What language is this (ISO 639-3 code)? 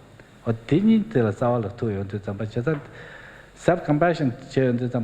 bod